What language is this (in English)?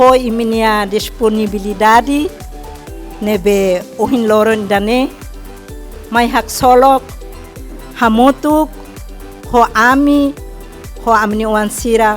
Tetum